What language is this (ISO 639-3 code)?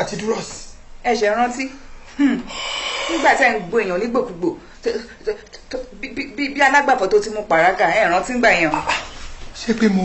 yor